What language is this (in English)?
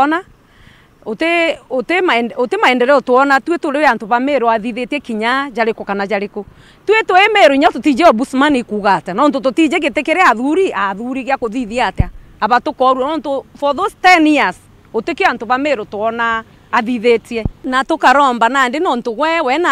Meru